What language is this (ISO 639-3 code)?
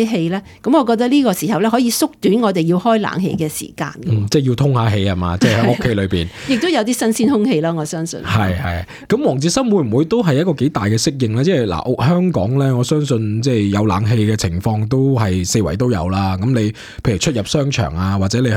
yue